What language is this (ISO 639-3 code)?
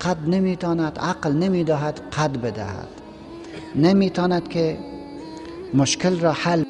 fas